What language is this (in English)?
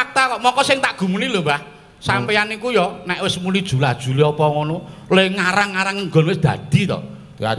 Javanese